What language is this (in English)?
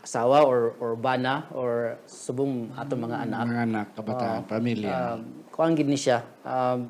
Hiligaynon